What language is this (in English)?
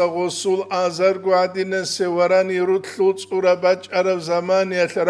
Avaric